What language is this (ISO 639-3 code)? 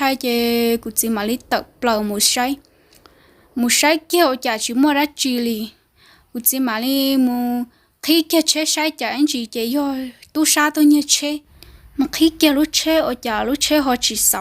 hmn